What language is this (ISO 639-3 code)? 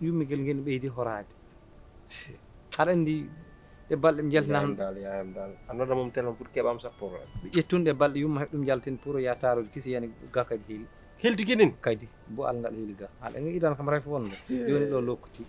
ful